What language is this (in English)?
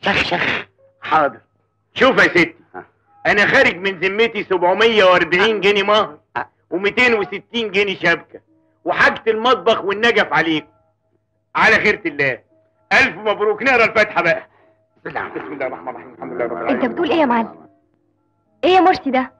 Egyptian Arabic